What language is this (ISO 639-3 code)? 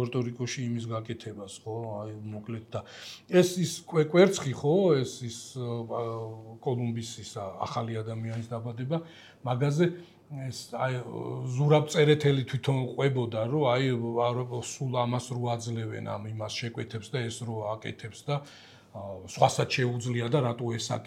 kat